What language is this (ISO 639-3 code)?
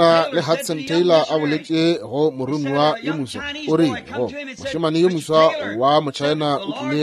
nso